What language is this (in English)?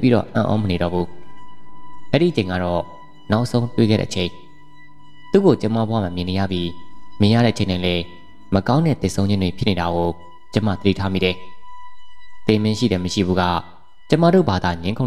Burmese